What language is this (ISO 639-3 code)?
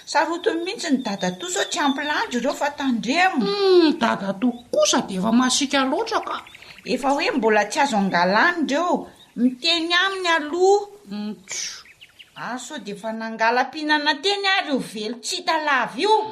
mlg